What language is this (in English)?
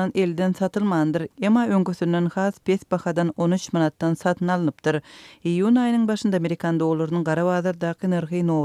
Turkmen